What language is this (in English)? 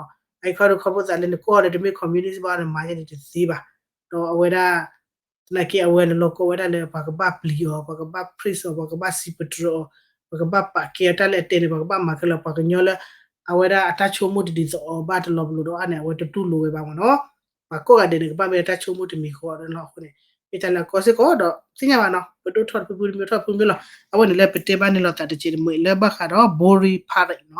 S'gaw Karen